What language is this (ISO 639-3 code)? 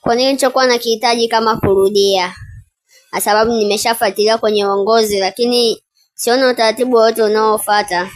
swa